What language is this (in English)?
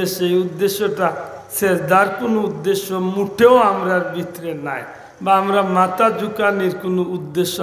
Sylheti